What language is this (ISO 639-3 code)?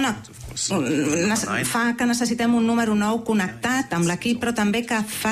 cat